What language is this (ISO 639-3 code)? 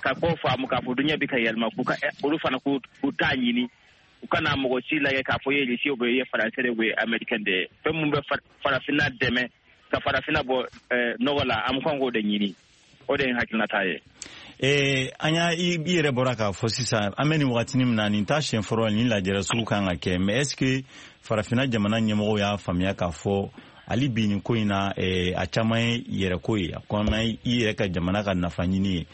bam